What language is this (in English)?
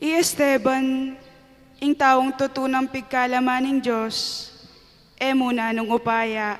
Pampanga